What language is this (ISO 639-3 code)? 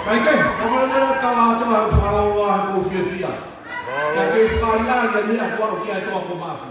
ton